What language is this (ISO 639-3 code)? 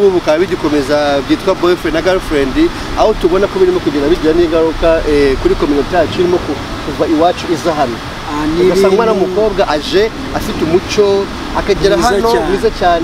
kin